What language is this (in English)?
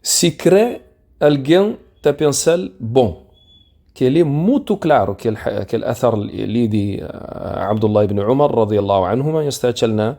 Kabuverdianu